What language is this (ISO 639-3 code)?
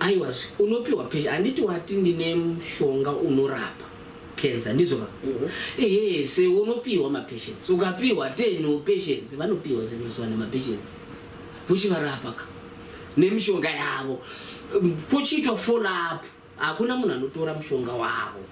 sna